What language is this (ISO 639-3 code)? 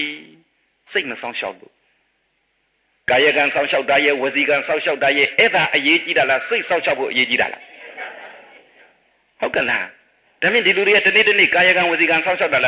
mya